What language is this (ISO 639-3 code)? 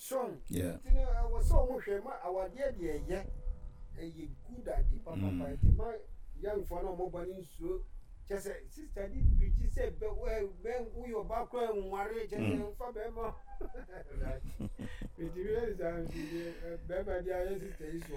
aka